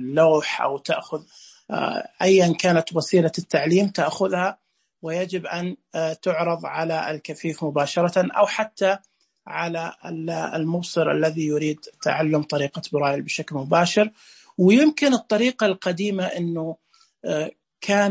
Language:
Najdi Arabic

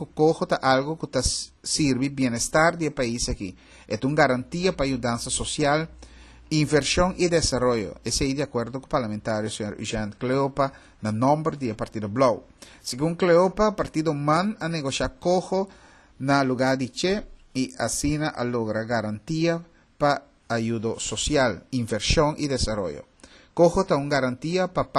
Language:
Papiamento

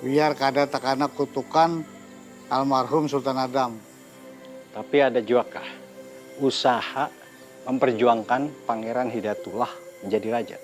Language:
Banjar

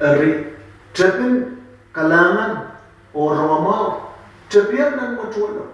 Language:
Pohnpeian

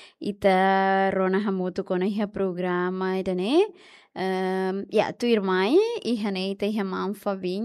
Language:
Tetum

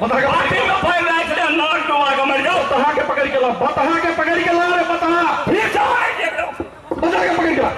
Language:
Maithili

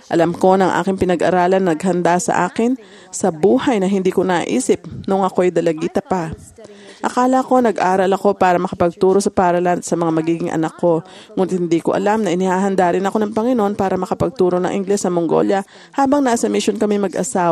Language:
Filipino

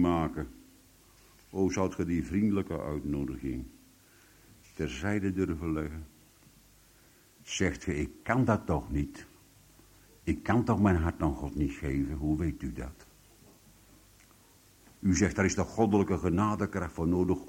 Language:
Dutch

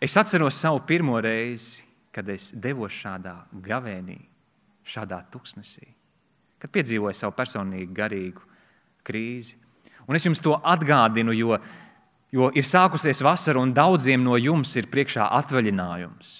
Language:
Latvian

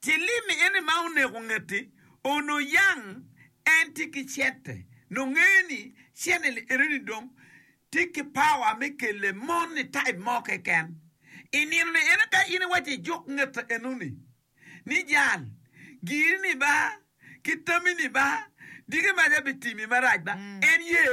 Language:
Acoli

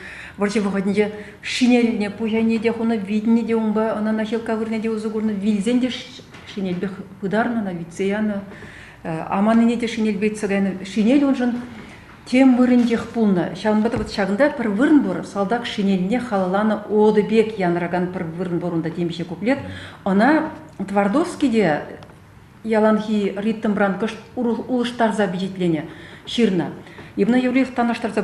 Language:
Chuvash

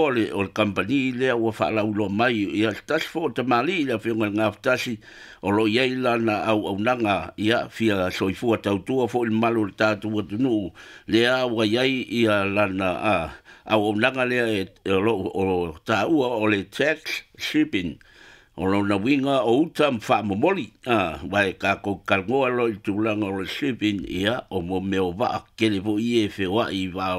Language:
Samoan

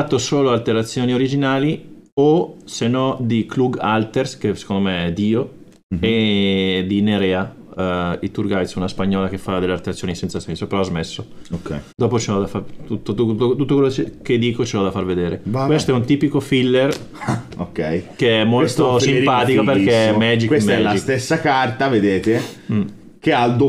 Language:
Italian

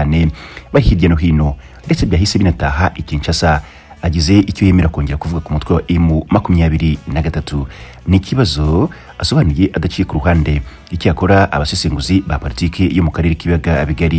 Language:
Kinyarwanda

